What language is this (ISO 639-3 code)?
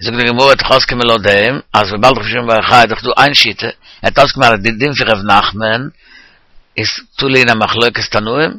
yid